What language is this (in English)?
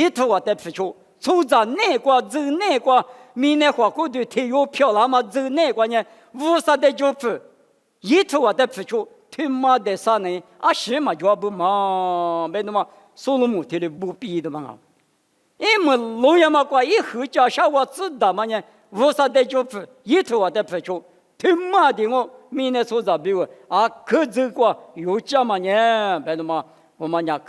Lisu